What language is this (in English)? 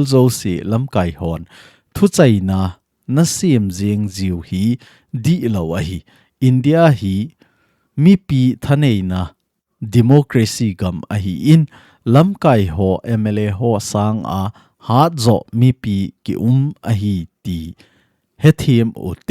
Thado Chin